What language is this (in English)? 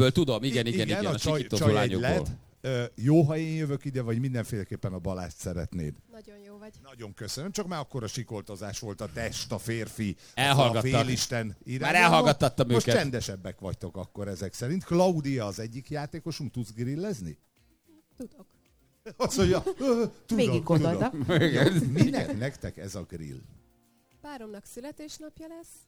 Hungarian